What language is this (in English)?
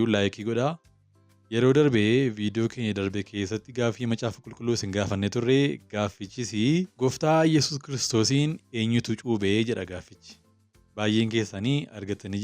Oromo